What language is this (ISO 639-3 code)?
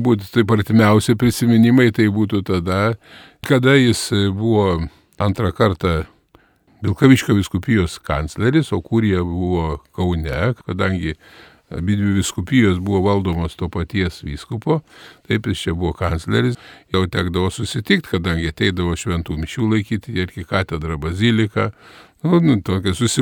lit